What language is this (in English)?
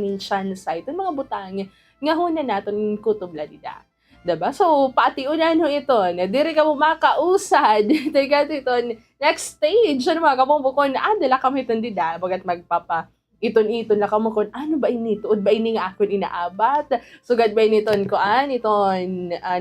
Waray